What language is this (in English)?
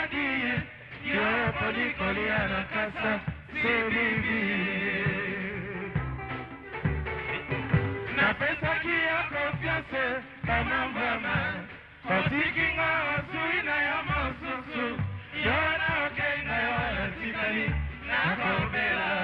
Lingala